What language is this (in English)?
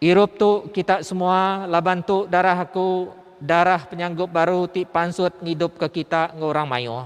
Iban